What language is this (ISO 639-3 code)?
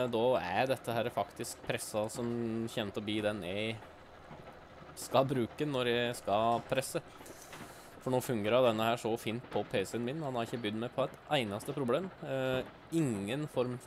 nor